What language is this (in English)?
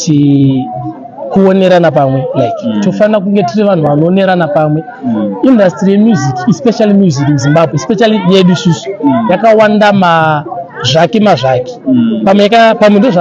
Shona